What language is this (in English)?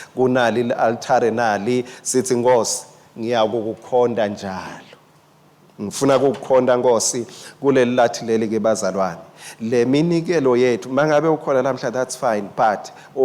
Swati